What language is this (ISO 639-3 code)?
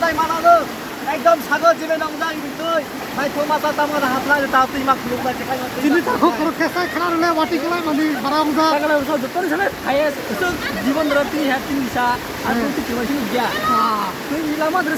trp